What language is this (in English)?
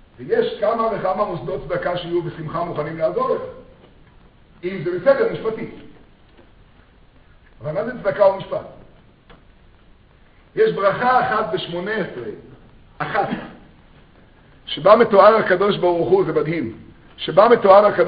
Hebrew